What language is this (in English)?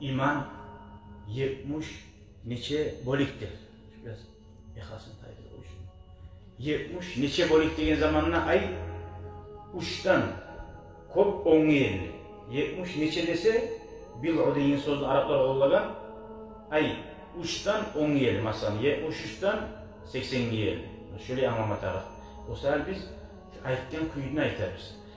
Kumyk